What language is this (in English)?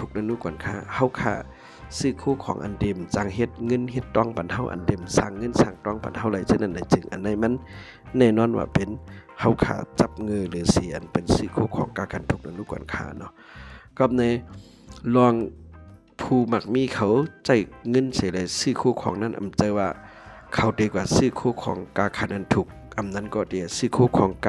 Shan